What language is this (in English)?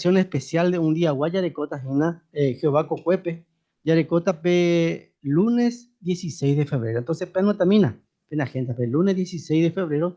Guarani